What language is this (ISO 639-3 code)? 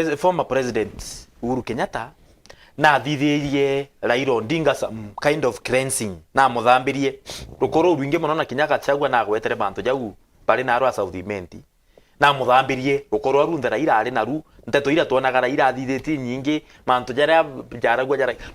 mer